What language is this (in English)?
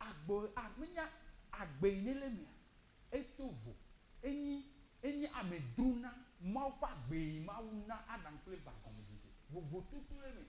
Ewe